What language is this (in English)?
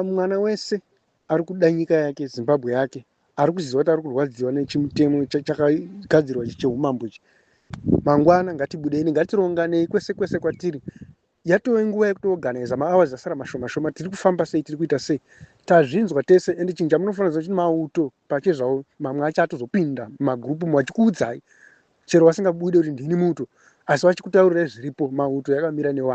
Shona